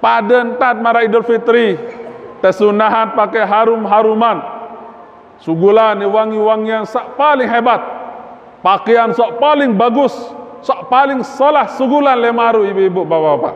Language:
Sasak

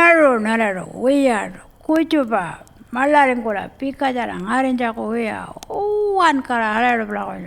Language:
Pitjantjatjara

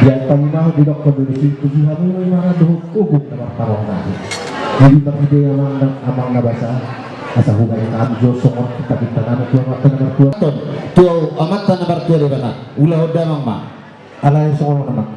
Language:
Batak Toba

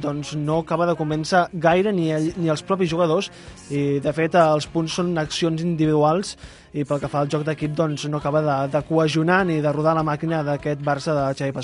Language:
Catalan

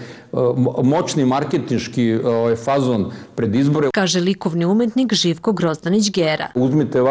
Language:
Serbian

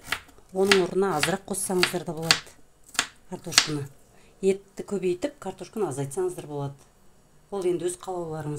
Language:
Kazakh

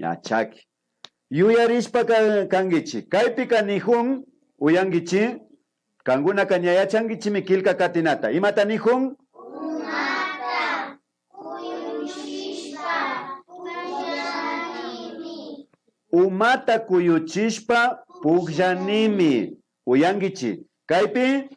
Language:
Imbabura Highland Quichua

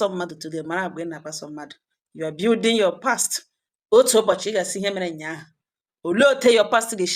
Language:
Igbo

